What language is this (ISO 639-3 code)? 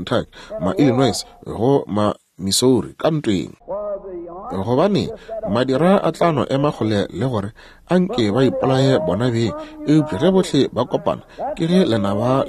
nso